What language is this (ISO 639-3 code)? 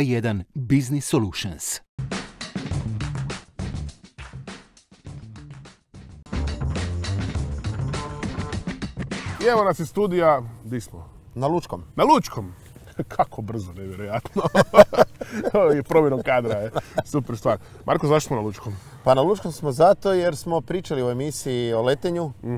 hrv